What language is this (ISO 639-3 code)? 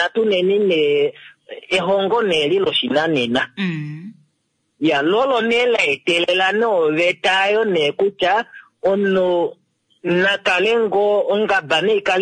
kua